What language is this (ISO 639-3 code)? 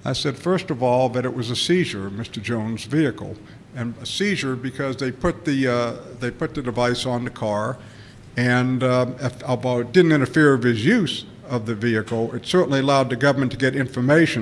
eng